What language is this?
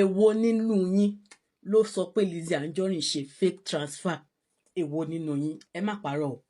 Yoruba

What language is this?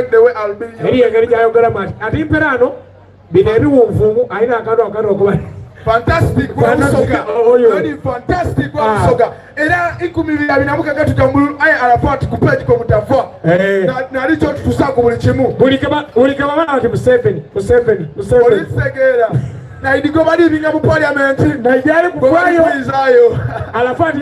Soga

